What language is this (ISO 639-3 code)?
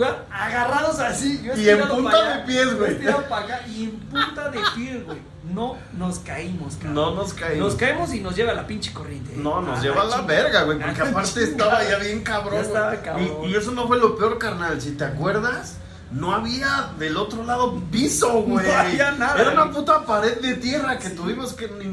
spa